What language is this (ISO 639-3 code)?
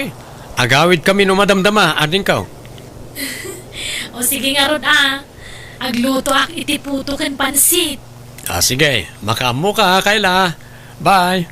ilo